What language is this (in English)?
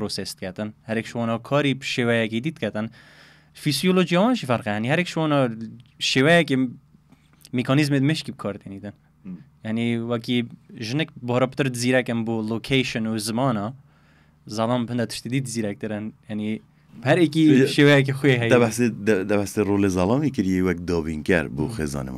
Kurdish